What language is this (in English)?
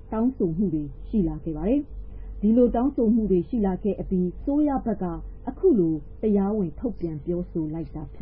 Burmese